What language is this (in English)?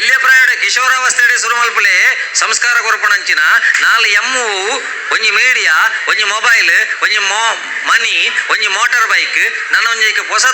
Tulu